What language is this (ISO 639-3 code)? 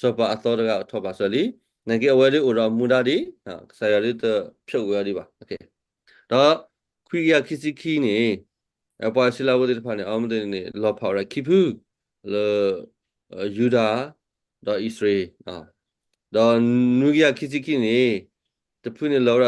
ksw